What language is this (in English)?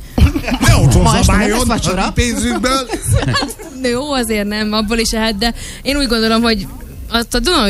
Hungarian